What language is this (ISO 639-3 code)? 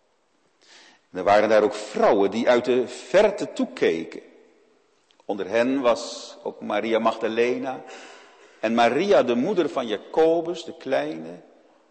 nld